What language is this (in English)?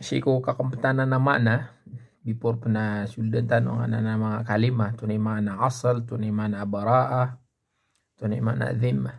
Maranao